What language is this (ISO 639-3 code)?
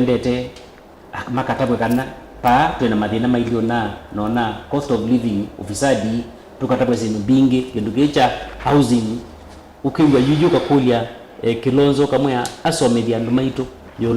kam